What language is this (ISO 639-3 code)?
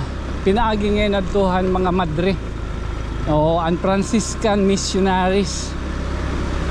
war